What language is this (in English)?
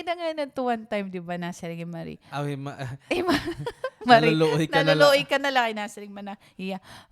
Waray